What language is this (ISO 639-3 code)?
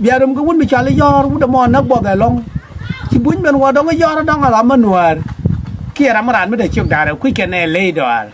nus